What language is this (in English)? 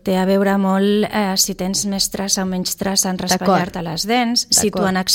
Catalan